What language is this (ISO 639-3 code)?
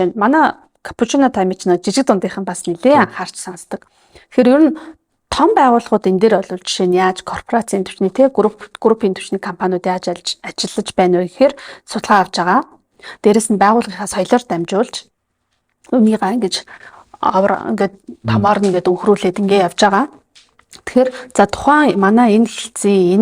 mon